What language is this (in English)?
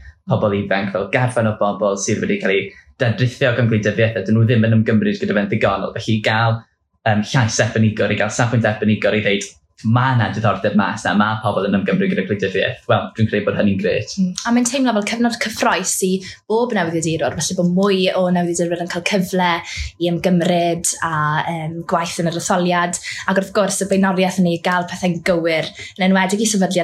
Welsh